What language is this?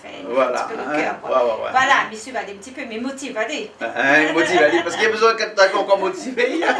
Réunion Creole French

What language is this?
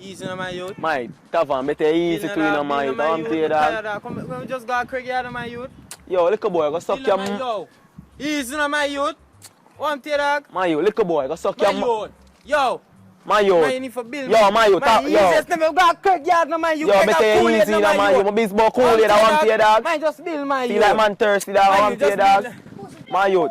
Jamaican Creole English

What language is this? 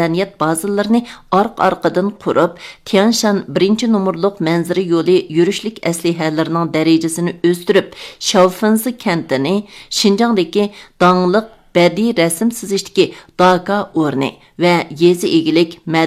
Uyghur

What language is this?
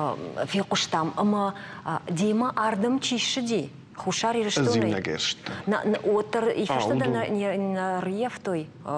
Ossetic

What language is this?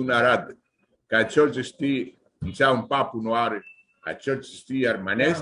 Aromanian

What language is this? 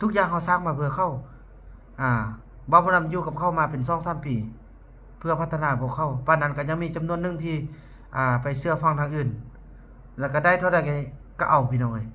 Northeastern Thai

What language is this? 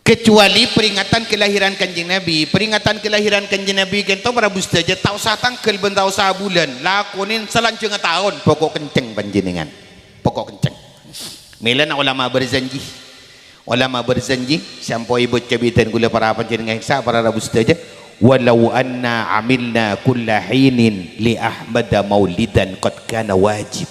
Madurese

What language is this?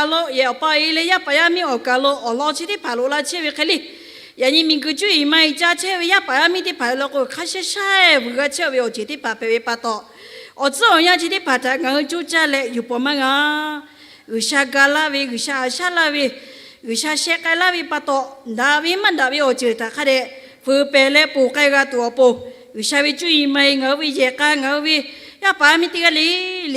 Lahu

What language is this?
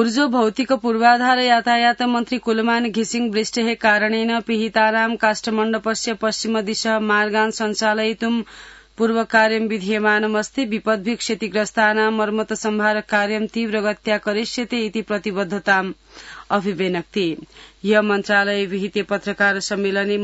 Sanskrit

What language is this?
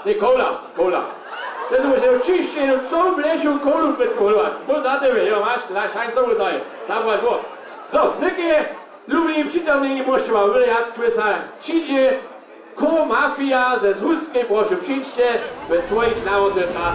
Upper Sorbian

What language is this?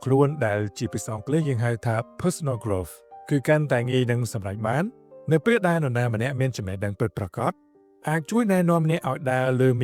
Khmer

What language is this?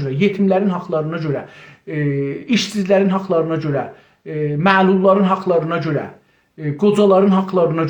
South Azerbaijani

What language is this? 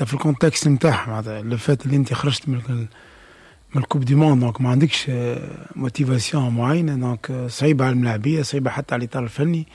Tunisian Arabic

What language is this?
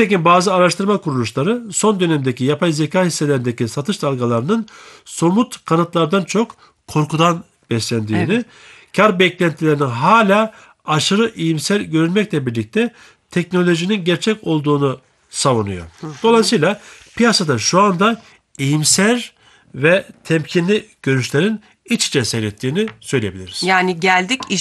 Turkish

